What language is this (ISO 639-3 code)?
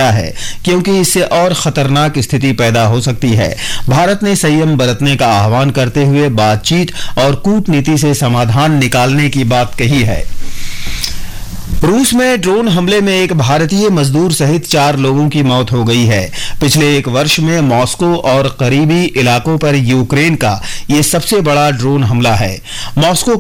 hin